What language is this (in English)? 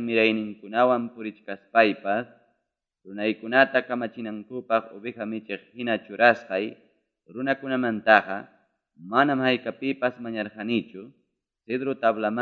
Ayacucho Quechua